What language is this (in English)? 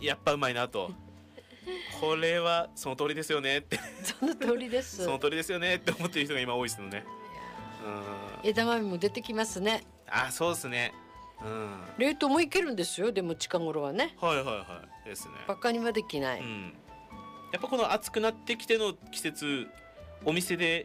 Japanese